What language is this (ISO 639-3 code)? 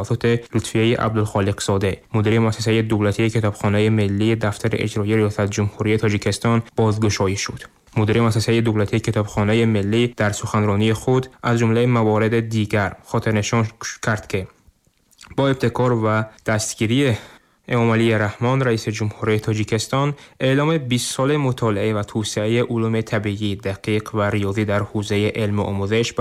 tgk